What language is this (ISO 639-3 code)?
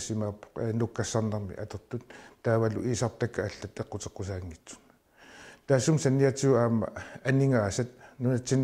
kal